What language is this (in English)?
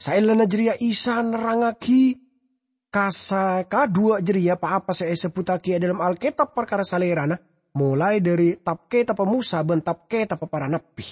Madurese